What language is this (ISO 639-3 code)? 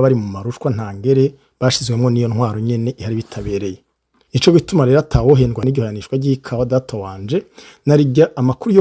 run